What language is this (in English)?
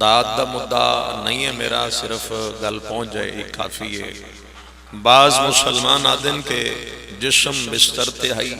Pahari-Potwari